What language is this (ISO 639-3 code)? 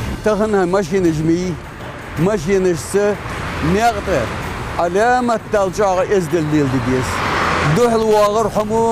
inh